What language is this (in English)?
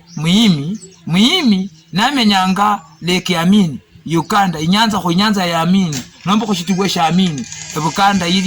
Luyia